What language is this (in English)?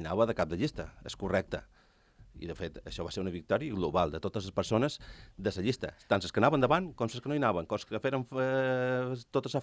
Catalan